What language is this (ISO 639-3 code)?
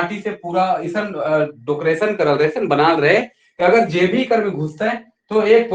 sck